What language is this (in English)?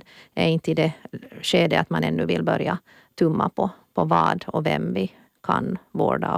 Swedish